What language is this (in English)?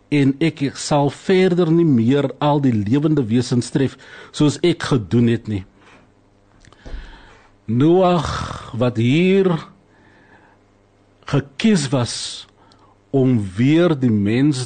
Afrikaans